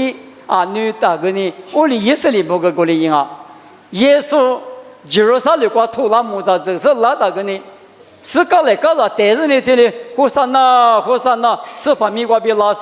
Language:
Lisu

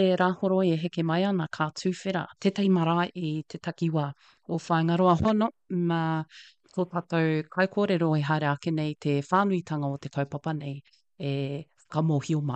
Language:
Māori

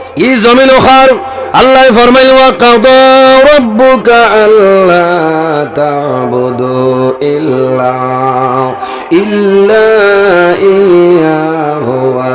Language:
Sylheti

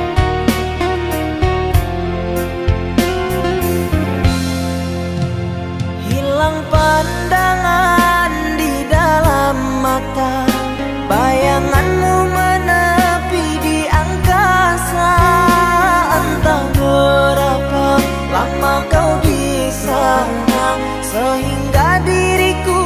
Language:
Indonesian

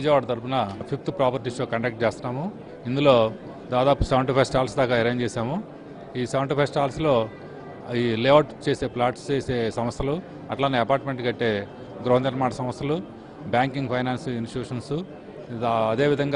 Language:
Telugu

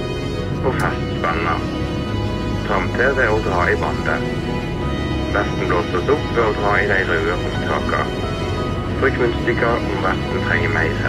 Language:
Norwegian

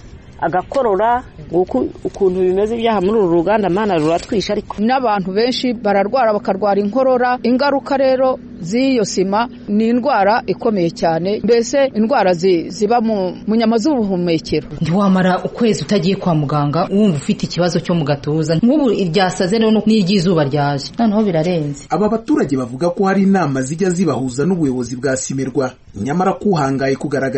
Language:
Kinyarwanda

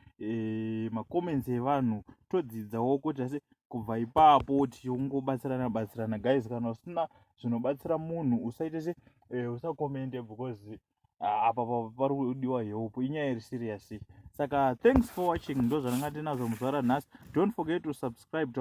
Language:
Shona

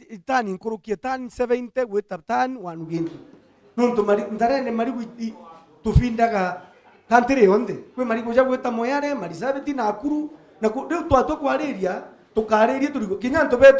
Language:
Meru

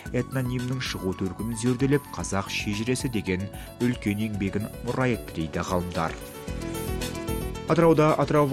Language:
Kazakh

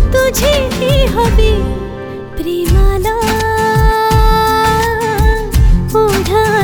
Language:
Marathi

